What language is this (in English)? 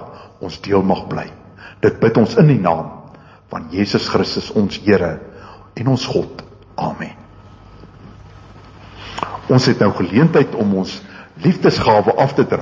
Afrikaans